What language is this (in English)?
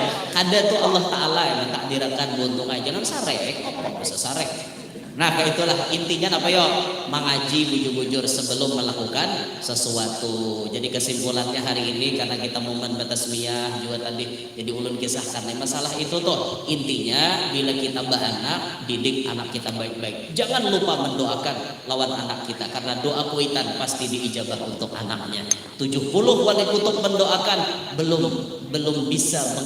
Banjar